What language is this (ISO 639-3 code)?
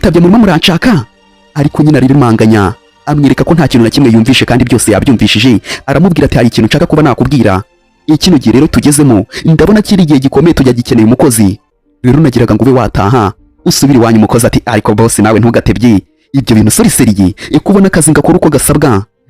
kin